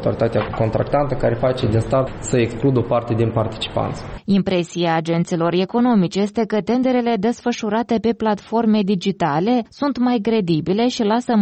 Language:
Romanian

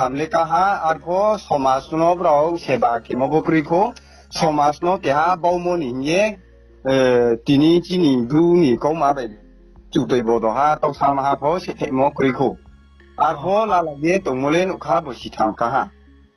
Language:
Riang (India)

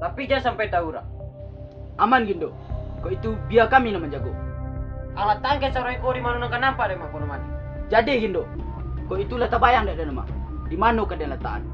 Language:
Minangkabau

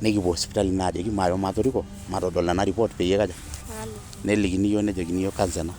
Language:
Masai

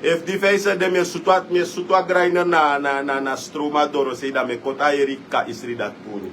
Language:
Sranan Tongo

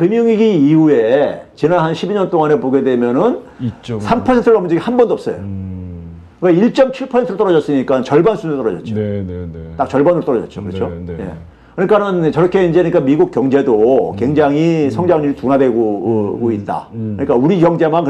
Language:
Korean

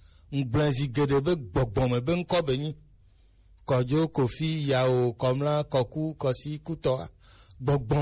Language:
Gen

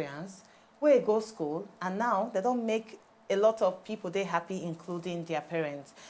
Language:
Nigerian Pidgin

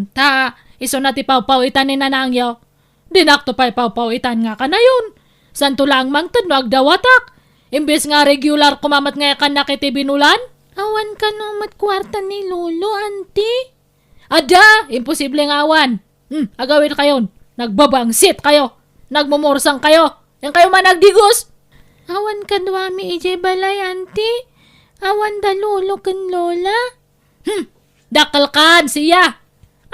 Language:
Iloko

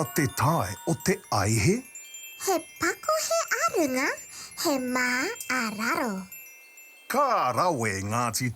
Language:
Māori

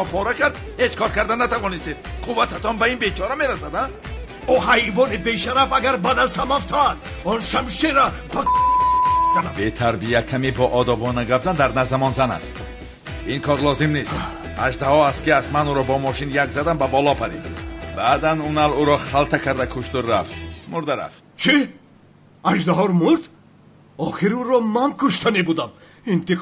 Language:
Tajik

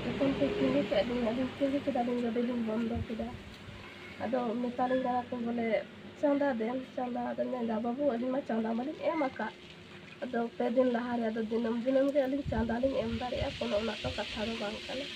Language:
Santali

